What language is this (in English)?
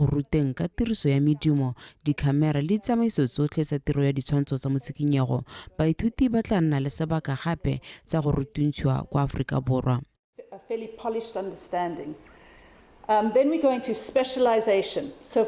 Tswana